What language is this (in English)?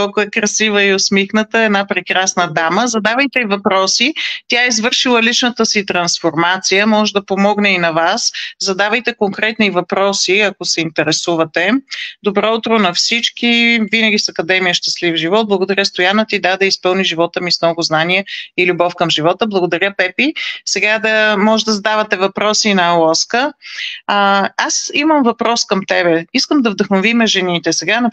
Bulgarian